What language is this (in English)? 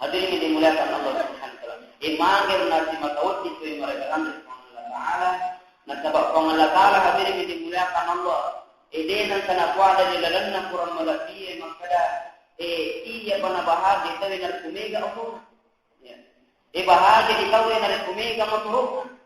Buginese